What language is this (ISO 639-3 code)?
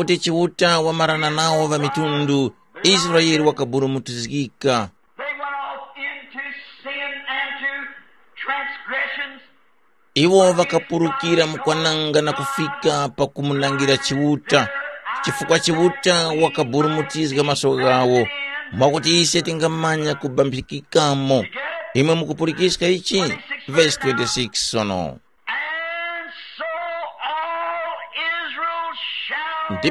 tum